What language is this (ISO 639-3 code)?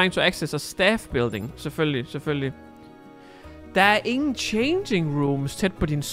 dan